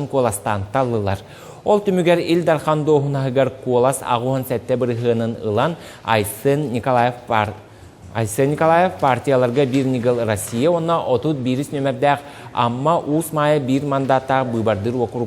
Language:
Yakut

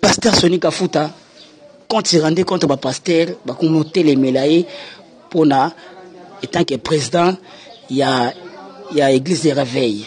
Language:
Lingala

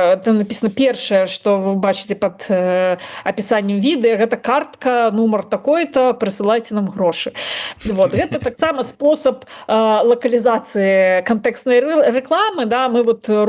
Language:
Belarusian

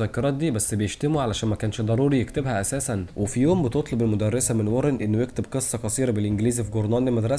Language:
Egyptian Arabic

